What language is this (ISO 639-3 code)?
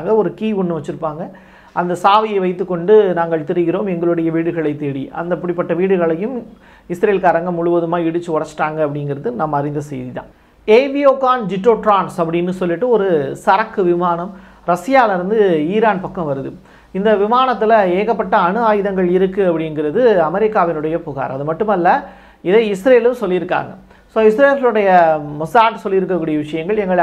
tam